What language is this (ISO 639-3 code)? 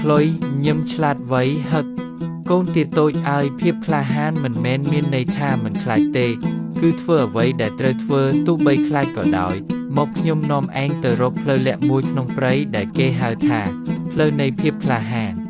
khm